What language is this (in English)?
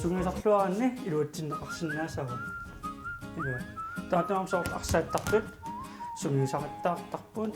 Kalaallisut